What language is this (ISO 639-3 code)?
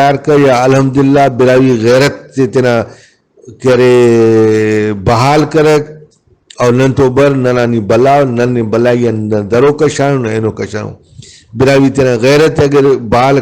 brh